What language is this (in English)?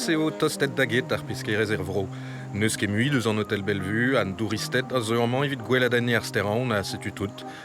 Breton